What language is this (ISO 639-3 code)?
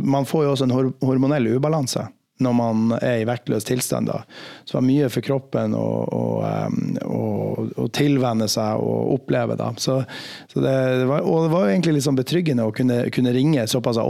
nor